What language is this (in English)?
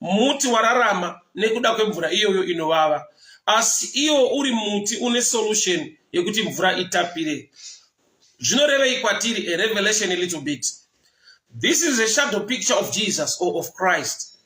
Shona